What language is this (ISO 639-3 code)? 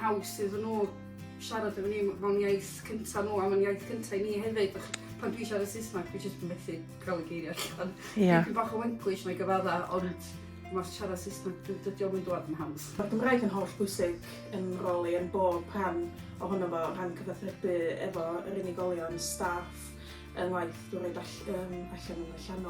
cym